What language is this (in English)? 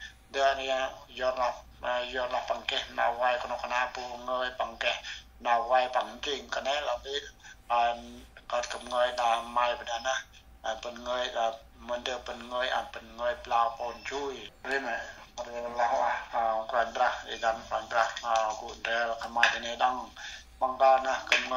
Central Mnong